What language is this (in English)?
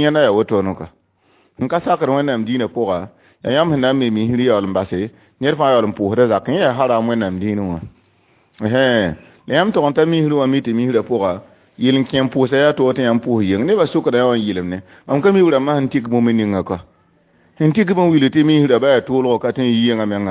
Mossi